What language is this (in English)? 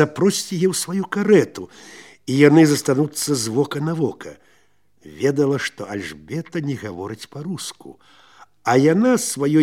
Belarusian